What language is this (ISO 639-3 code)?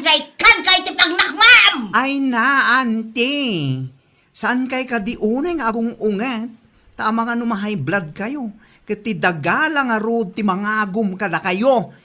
ilo